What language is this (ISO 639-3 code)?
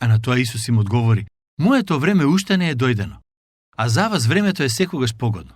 mkd